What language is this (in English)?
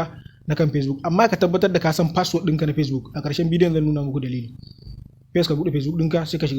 Hausa